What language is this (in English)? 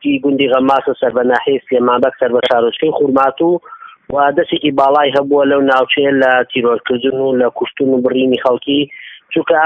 Central Kurdish